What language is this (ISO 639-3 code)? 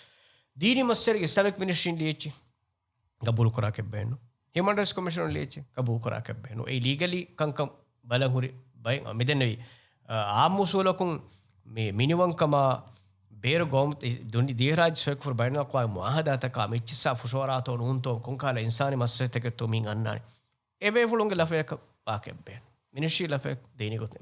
div